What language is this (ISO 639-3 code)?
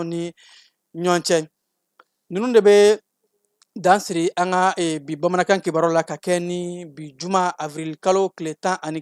bam